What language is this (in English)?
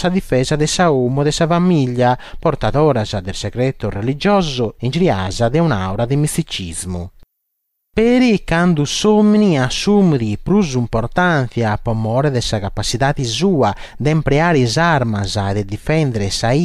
Sardinian